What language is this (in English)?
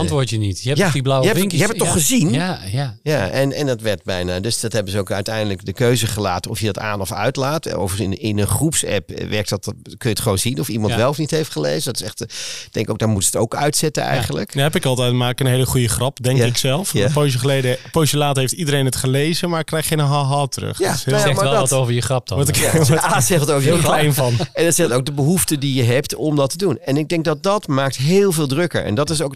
Dutch